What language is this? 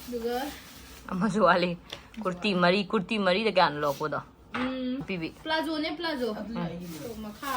Manipuri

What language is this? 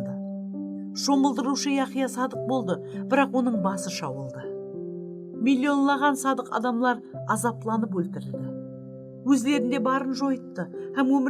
Kara-Kalpak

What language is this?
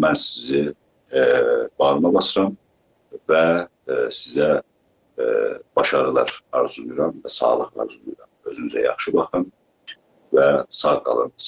South Azerbaijani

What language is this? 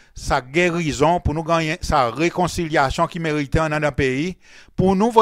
Seselwa Creole French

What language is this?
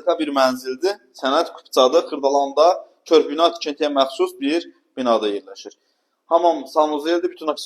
Azerbaijani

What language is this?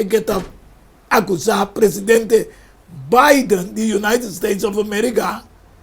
Papiamento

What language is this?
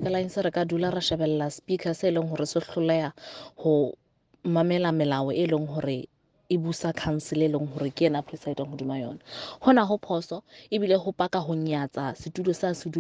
Southern Sotho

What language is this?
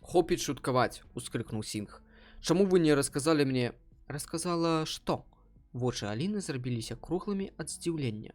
Belarusian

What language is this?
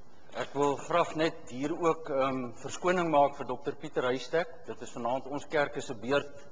Afrikaans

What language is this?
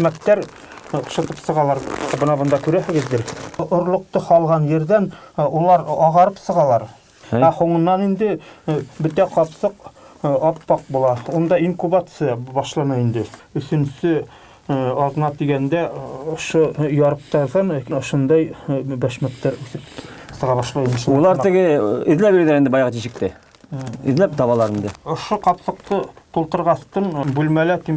Bashkir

